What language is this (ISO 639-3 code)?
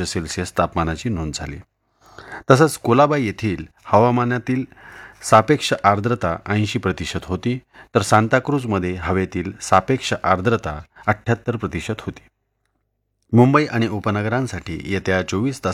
mar